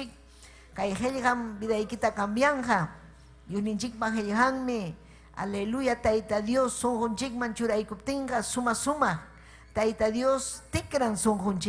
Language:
Ayacucho Quechua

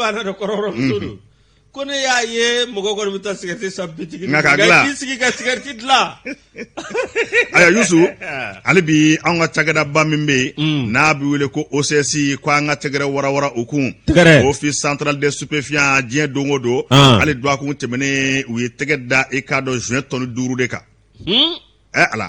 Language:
Bambara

